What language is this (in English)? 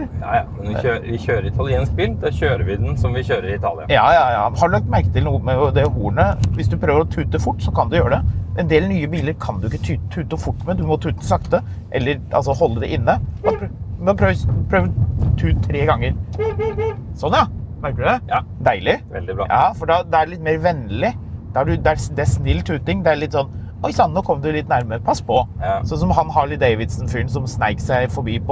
Norwegian